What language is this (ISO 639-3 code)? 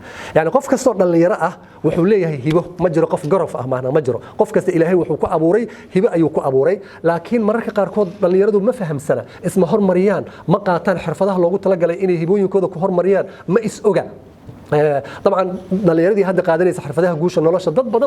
som